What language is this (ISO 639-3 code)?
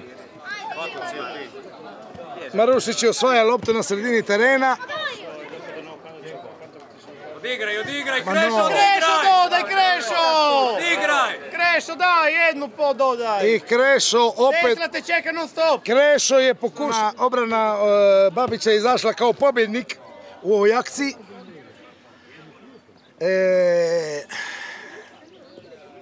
hrv